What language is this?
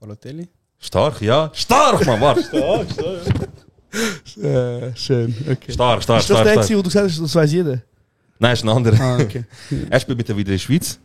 Swiss German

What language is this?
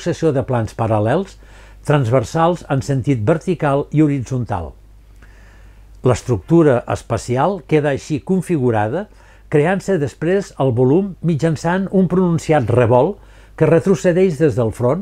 Catalan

